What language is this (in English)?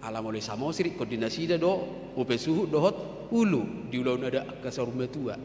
Batak Toba